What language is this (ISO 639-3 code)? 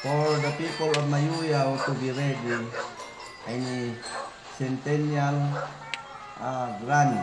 ifu